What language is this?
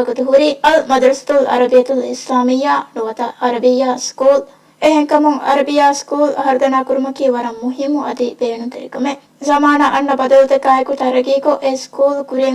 Divehi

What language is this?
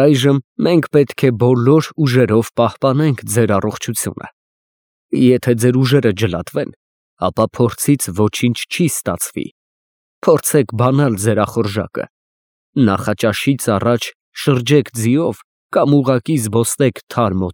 Armenian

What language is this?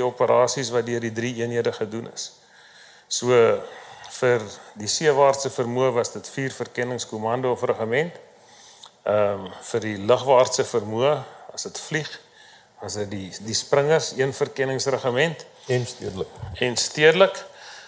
Afrikaans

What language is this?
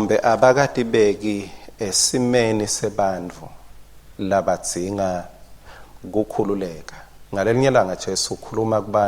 Swati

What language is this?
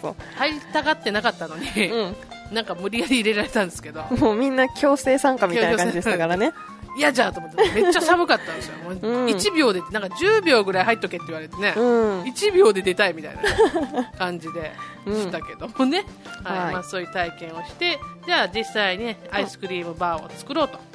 Japanese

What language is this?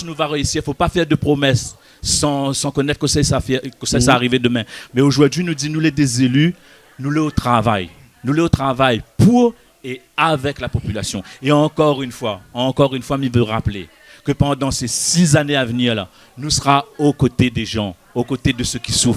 Réunion Creole French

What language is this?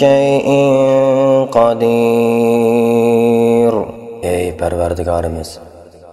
Uyghur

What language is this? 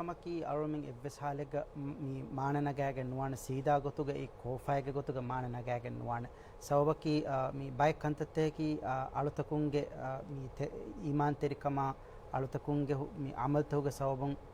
Divehi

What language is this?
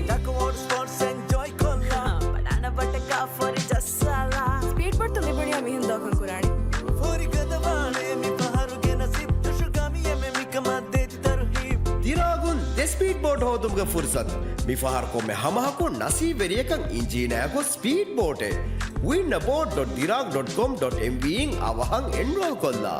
Divehi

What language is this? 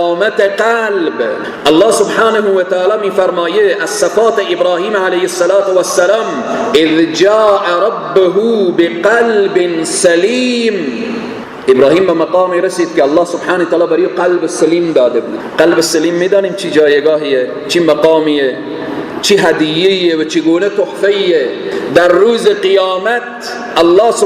Persian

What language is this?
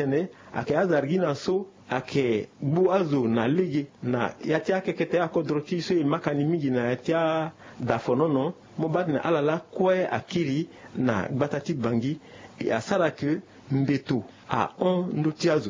Sango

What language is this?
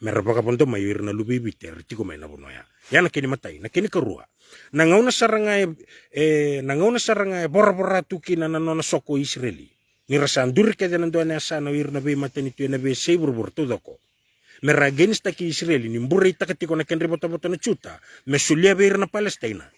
Fijian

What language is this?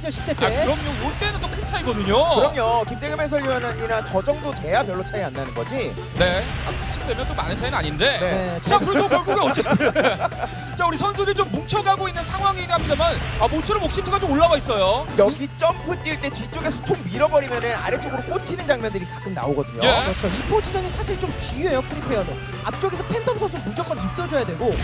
Korean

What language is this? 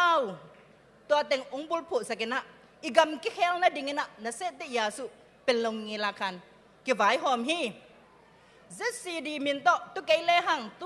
Tedim Chin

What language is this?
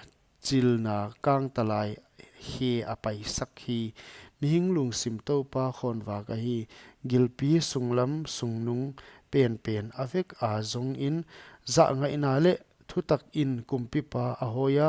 Paite Chin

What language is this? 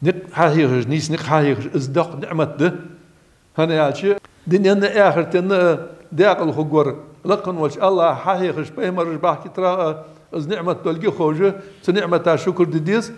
Ingush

